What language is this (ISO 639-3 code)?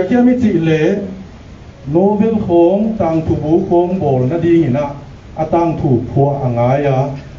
pck